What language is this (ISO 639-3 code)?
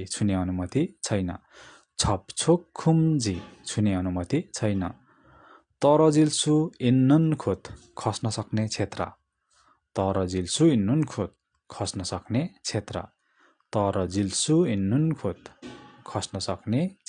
nep